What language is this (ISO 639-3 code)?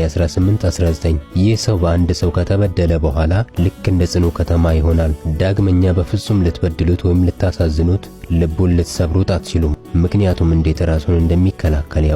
amh